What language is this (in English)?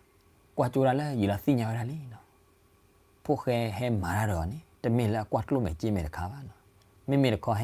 S'gaw Karen